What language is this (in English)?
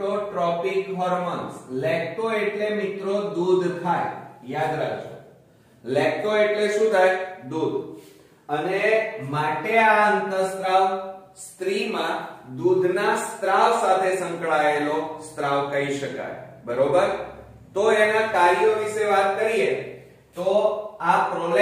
Gujarati